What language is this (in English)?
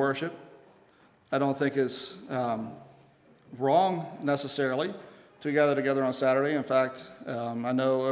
English